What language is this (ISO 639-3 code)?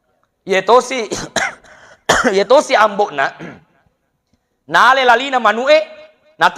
bug